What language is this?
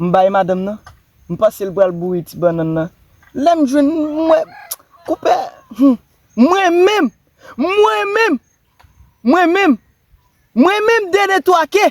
Haitian Creole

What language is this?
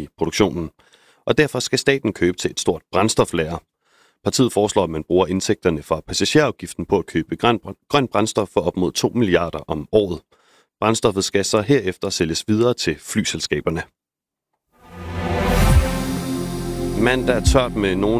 Danish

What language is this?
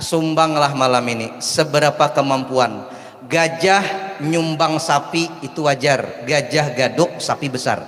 Banjar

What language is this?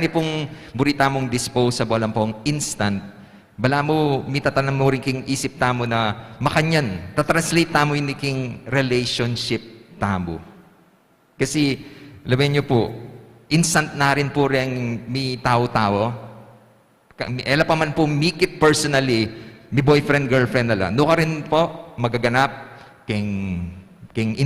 Pampanga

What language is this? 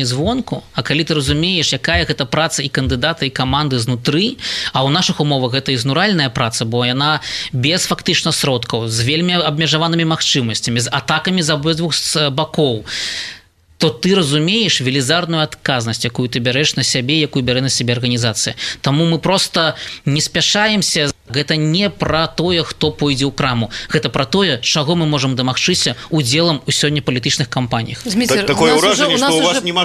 Belarusian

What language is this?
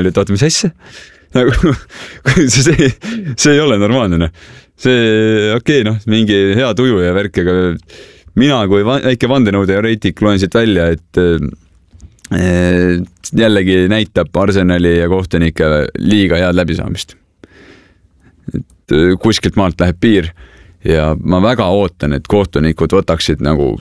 Estonian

